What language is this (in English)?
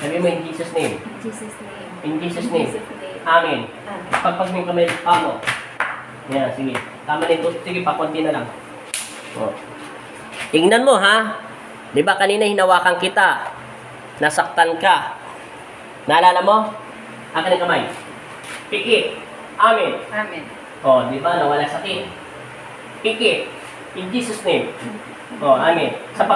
Filipino